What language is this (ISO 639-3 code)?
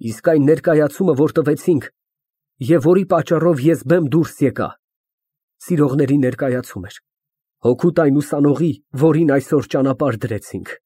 hye